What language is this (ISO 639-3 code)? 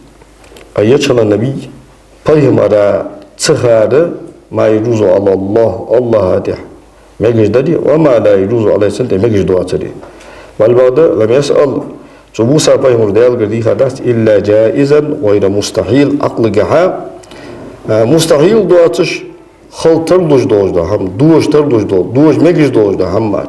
inh